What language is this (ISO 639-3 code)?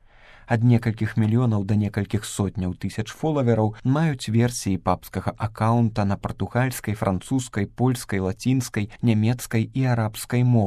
bel